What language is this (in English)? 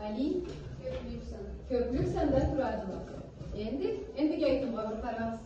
Karachay-Balkar